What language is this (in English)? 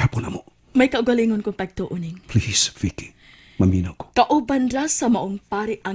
Cebuano